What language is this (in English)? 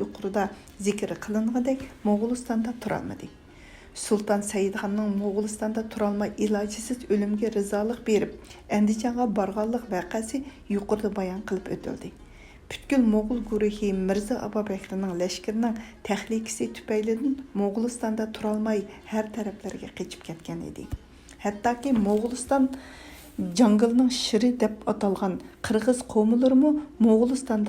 Uyghur